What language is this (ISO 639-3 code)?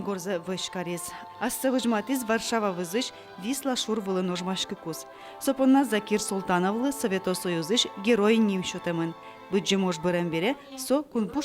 udm